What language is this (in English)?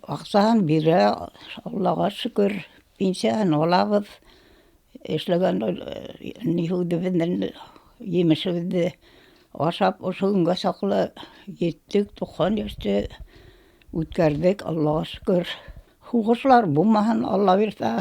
Bashkir